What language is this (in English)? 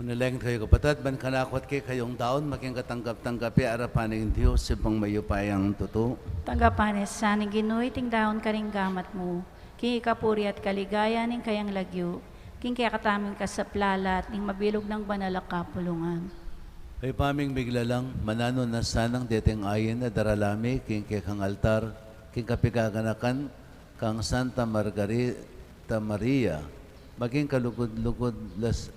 Pampanga